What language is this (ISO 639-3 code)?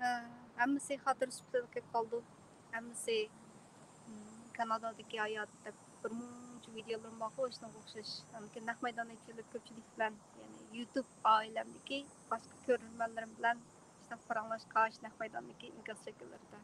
uig